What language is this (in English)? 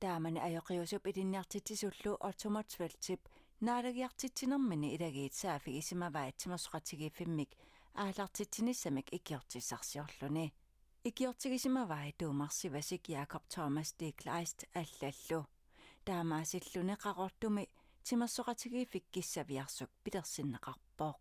Kalaallisut